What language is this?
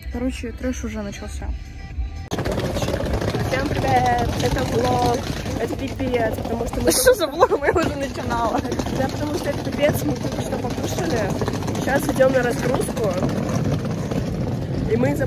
Russian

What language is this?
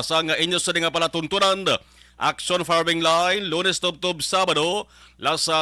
Hiligaynon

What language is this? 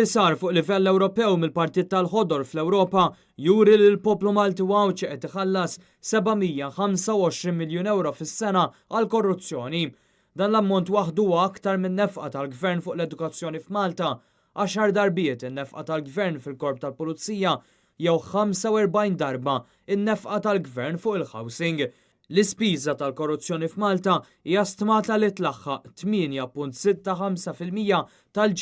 Maltese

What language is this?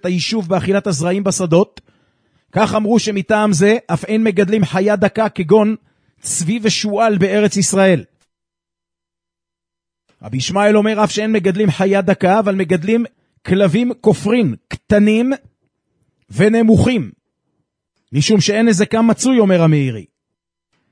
Hebrew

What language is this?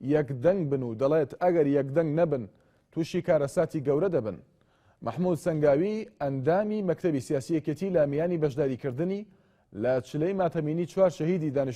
Central Kurdish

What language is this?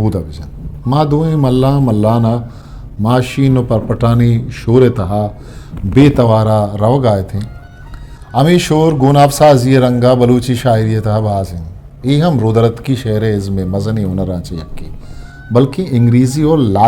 Eastern Balochi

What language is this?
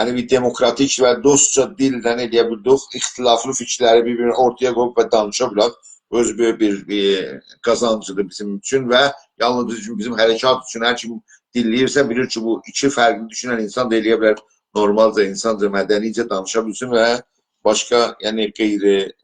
South Azerbaijani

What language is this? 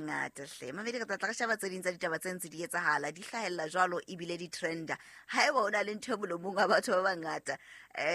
Southern Sotho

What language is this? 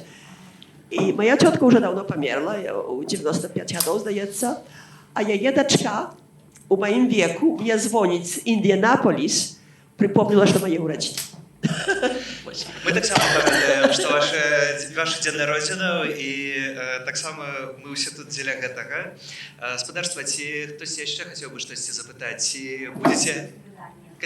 Belarusian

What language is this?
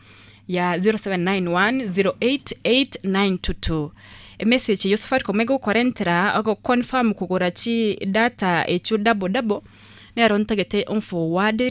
Gusii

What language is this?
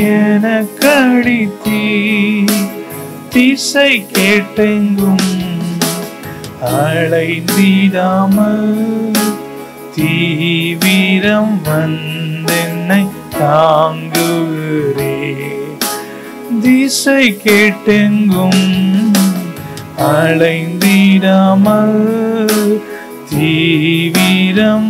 Tamil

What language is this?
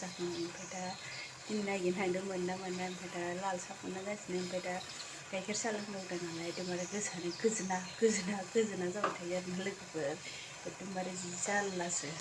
Bodo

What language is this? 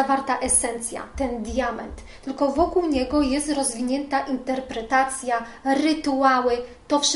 Polish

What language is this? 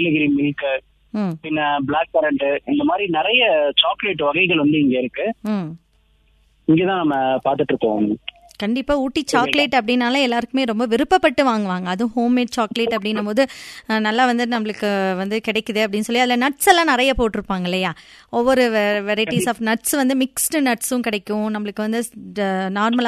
Tamil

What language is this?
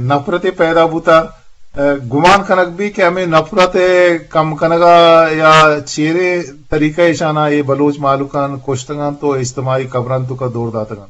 Eastern Balochi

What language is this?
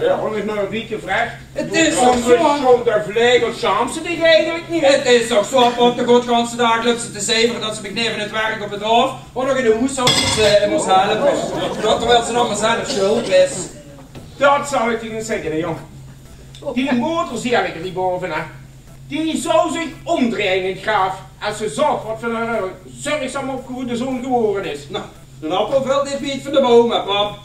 Limburgish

